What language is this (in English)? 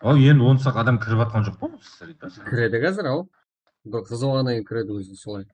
Kara-Kalpak